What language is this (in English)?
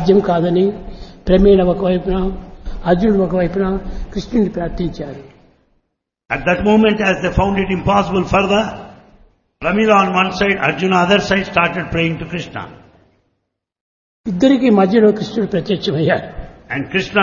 Telugu